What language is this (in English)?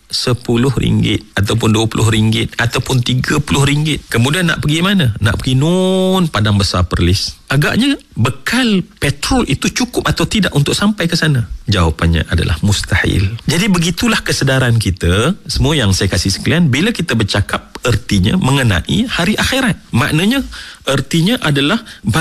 Malay